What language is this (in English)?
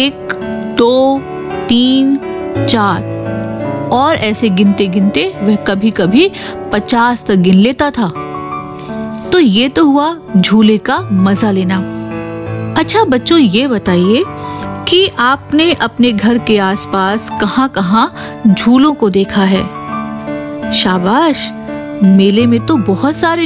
Hindi